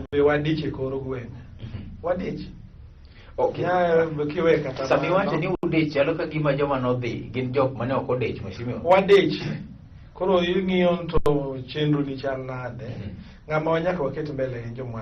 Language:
Luo (Kenya and Tanzania)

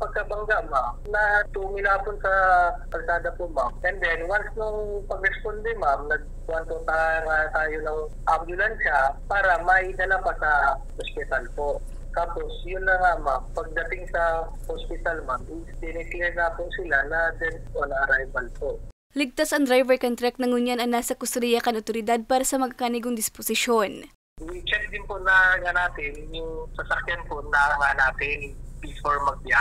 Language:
Bikol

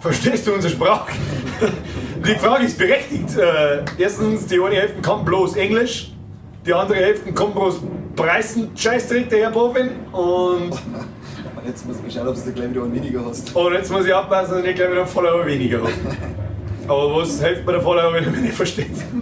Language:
Bavarian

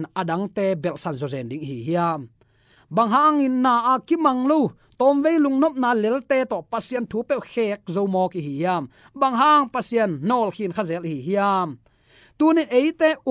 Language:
Tedim Chin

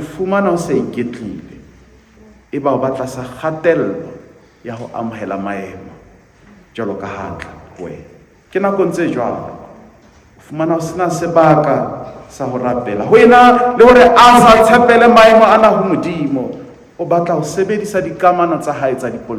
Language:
Southern Sotho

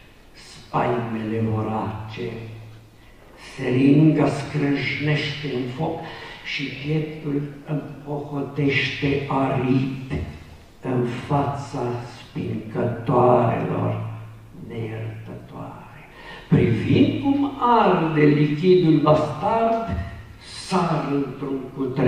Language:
Romanian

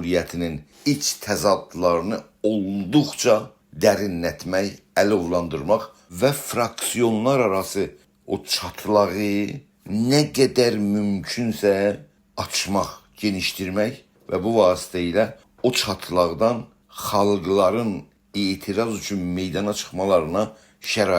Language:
South Azerbaijani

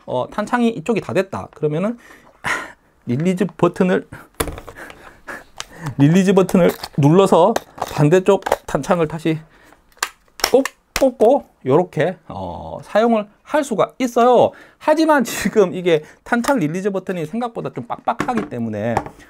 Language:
Korean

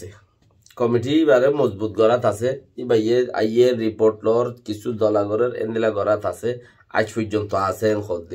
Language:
Rohingya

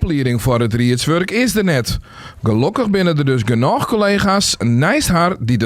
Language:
Western Frisian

